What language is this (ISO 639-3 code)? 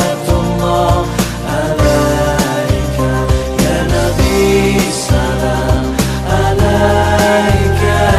ind